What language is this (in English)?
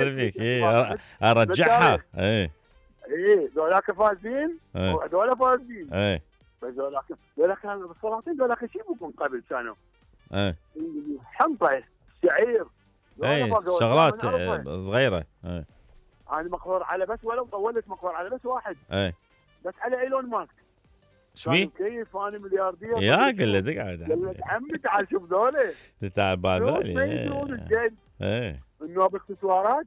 Mesopotamian Arabic